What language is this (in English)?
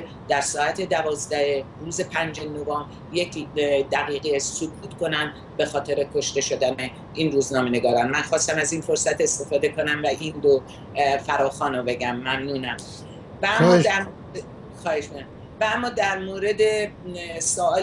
Persian